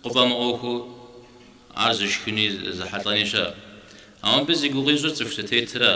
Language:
Kabardian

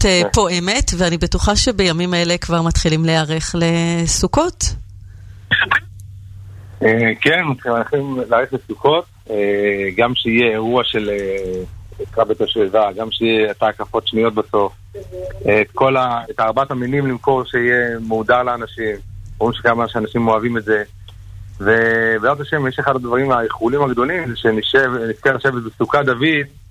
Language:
Hebrew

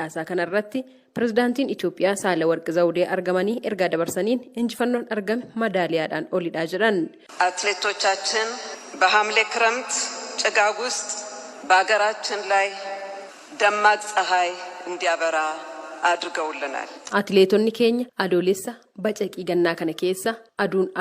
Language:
Oromo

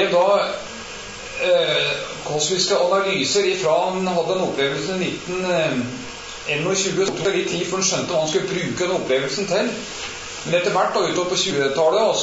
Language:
Norwegian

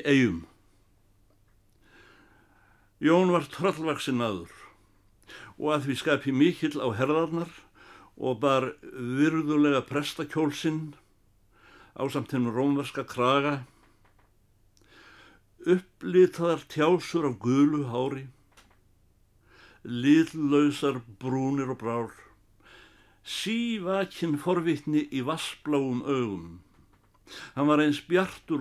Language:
Icelandic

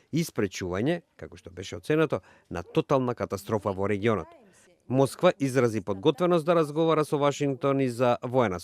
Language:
Macedonian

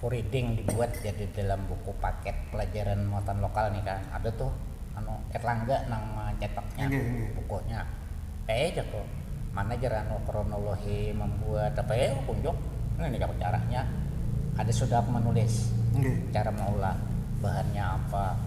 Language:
Banjar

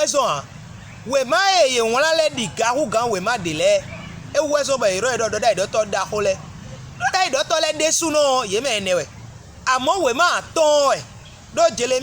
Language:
Fon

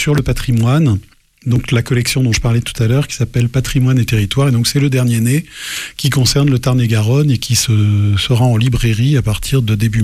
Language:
French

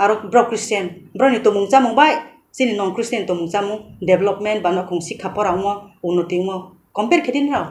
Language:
Kok Borok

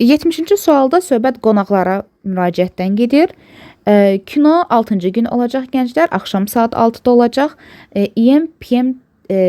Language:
Azerbaijani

